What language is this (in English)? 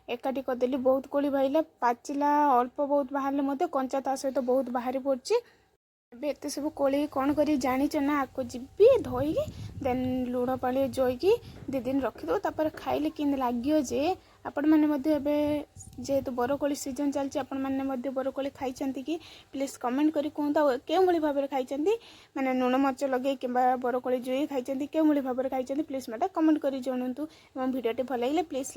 Odia